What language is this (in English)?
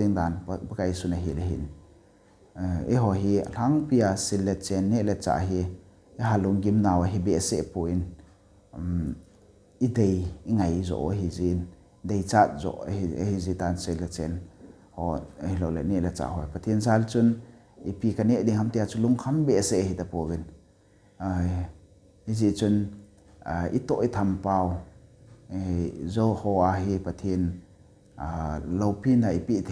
Thado Chin